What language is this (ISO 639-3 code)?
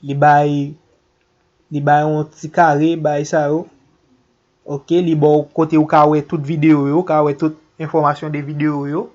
hat